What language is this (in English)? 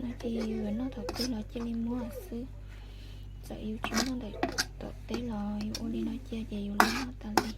Hmong